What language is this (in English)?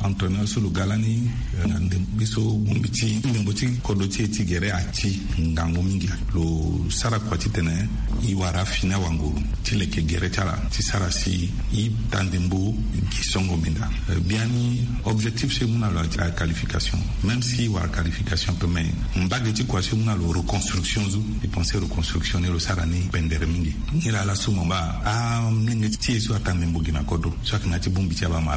Sango